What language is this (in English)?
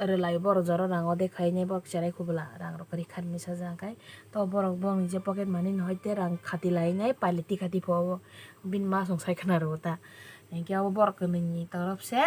Kok Borok